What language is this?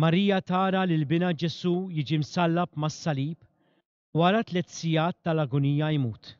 Maltese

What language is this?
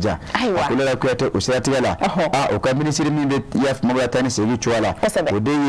Bambara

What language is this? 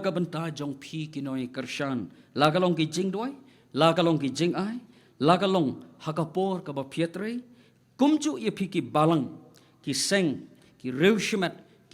Khasi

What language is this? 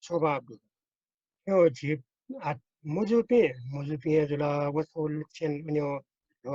Newari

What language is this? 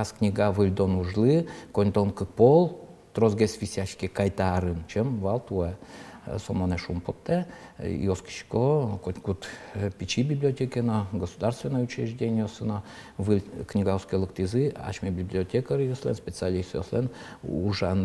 Udmurt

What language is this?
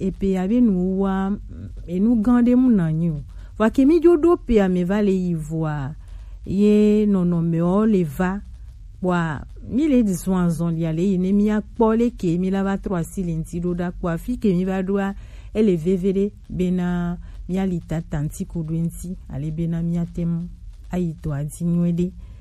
Gen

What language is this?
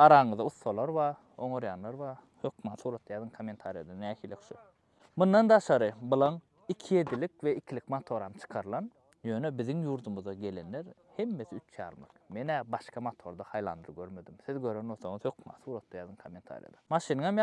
Turkmen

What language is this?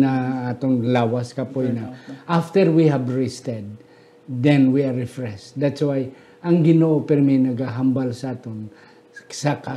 Hiligaynon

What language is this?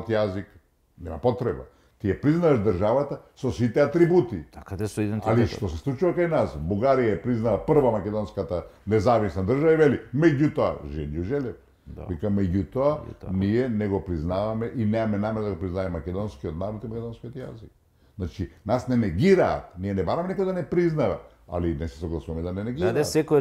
Macedonian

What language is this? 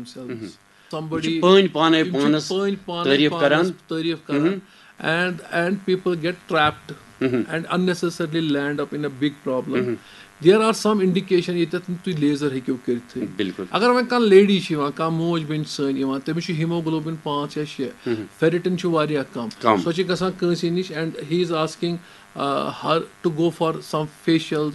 Kashmiri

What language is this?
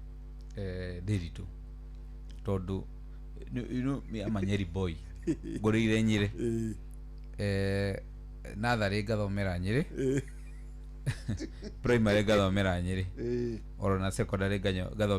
Kikuyu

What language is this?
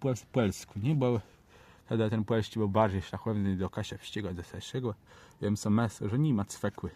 Kashubian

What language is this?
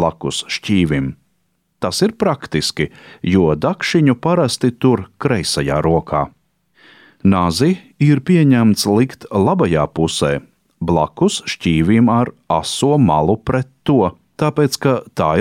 Latvian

